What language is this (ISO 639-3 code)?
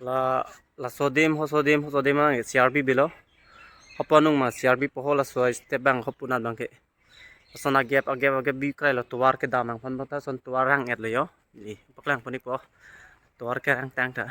mjw